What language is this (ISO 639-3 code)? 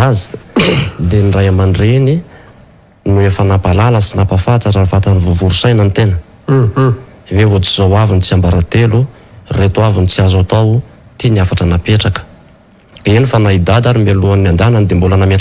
mlg